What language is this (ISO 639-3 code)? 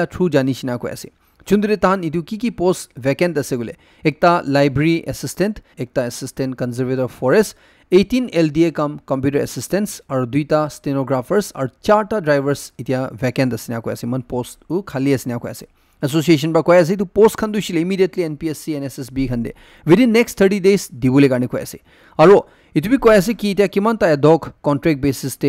nag